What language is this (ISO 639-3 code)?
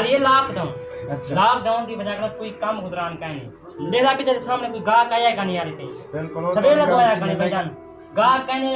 skr